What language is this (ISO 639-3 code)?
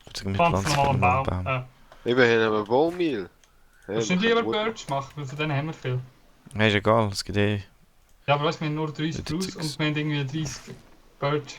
gsw